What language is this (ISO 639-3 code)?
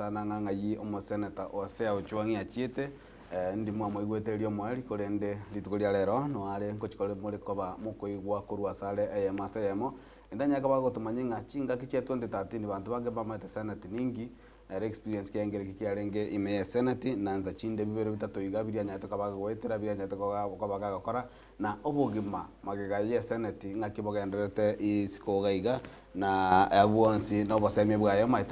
guz